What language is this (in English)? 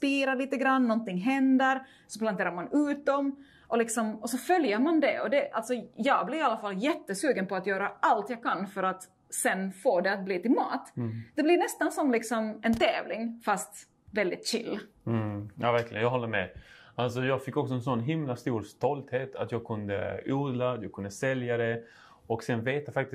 Swedish